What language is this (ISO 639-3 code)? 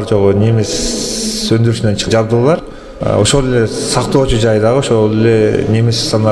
kir